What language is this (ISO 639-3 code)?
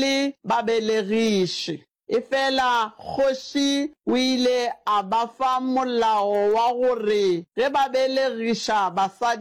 nso